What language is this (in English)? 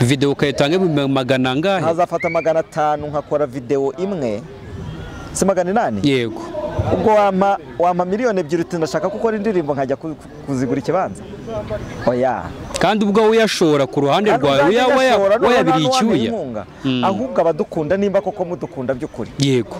Kinyarwanda